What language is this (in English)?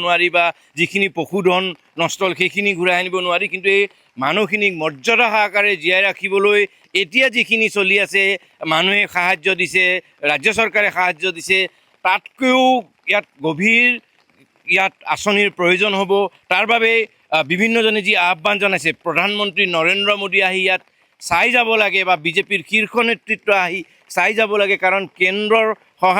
Assamese